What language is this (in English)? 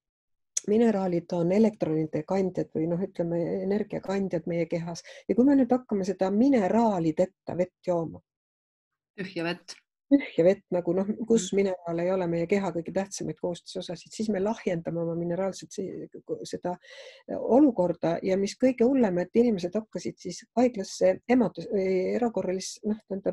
Estonian